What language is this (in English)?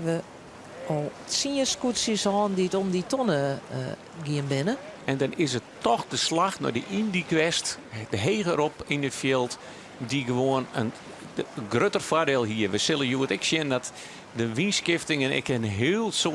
Western Frisian